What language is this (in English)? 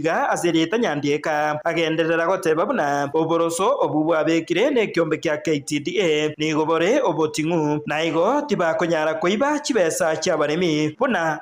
Gusii